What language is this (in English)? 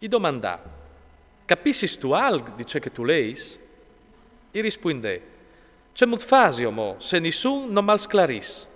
Friulian